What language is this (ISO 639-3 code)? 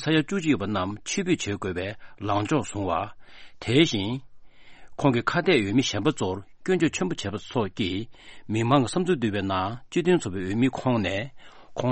bod